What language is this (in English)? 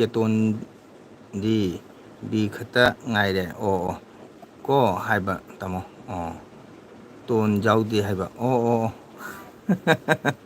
Manipuri